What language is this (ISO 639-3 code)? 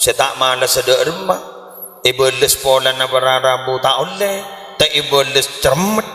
mad